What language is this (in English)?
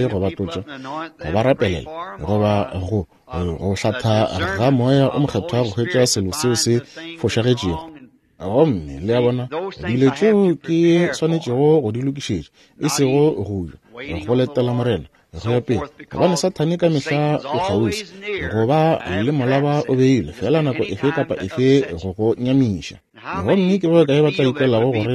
Northern Sotho